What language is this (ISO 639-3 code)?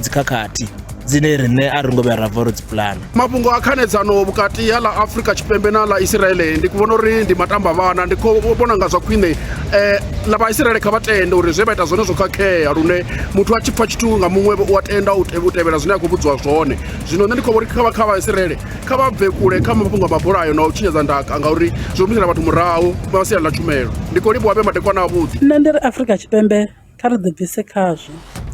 ven